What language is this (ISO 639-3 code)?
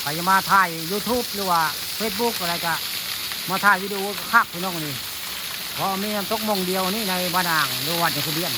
tts